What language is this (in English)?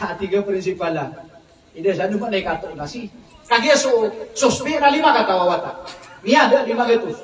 Maranao